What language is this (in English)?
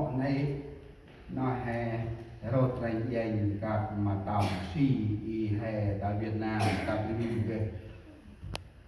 Central Mnong